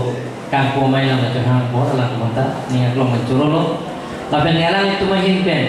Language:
Karbi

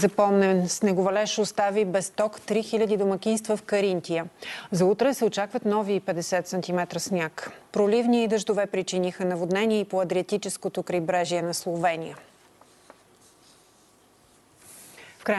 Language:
Bulgarian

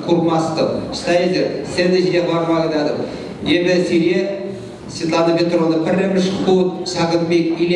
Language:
Chuvash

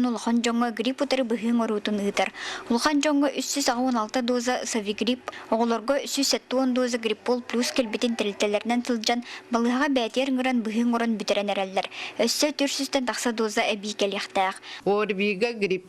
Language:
Yakut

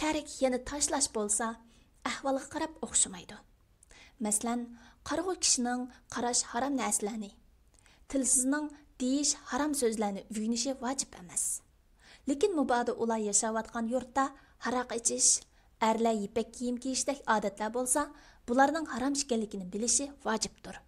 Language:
Uyghur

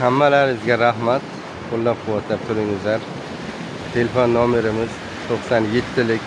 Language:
Uzbek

